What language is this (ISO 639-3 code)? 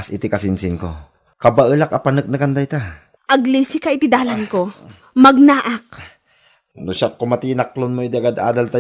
ilo